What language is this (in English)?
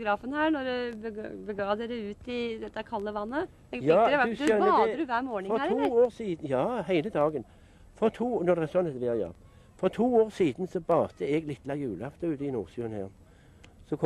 Norwegian